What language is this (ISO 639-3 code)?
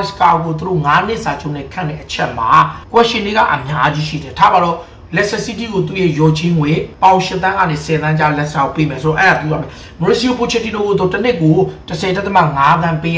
mya